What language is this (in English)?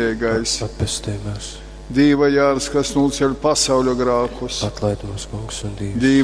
Latgalian